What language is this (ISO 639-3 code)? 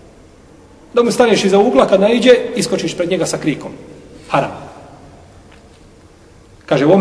bos